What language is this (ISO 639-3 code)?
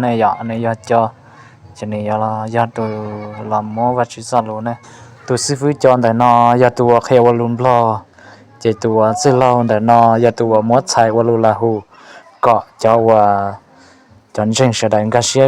hmn